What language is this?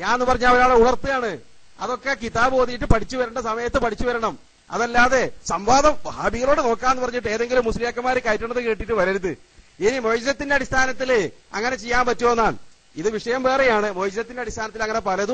Malayalam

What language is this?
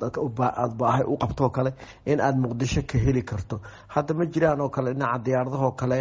Somali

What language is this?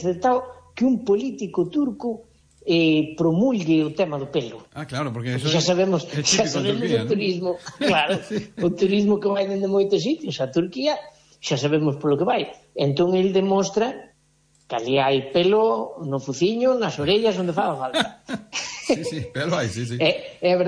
Galician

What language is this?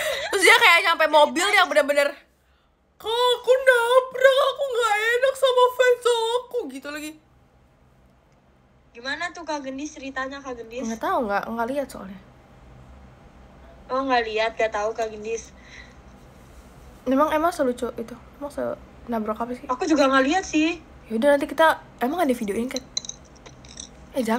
Indonesian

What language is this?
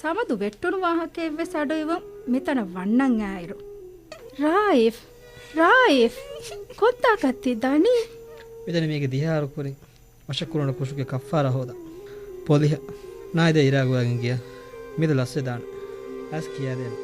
Divehi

